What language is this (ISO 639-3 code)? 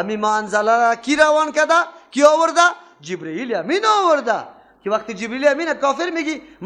fas